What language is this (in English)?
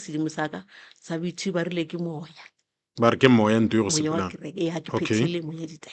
Northern Sotho